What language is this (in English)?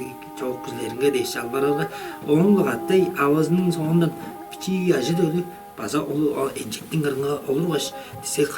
Tuvinian